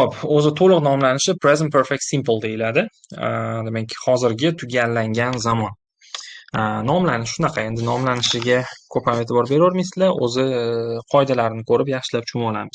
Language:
Uzbek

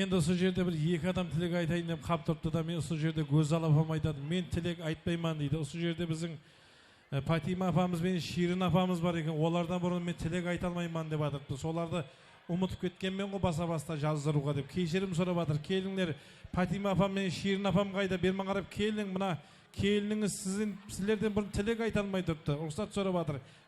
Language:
Kara-Kalpak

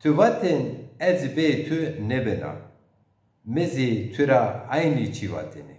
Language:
Zaza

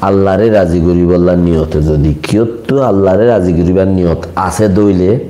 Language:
Rohingya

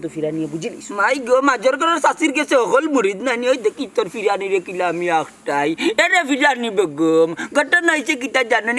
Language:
Sylheti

